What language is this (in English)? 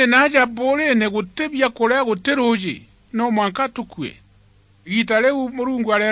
Meru